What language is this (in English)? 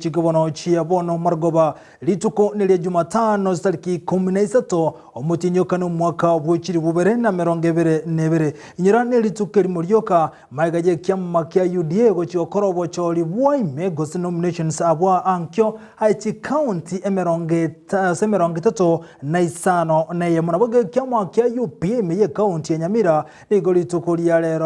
Gusii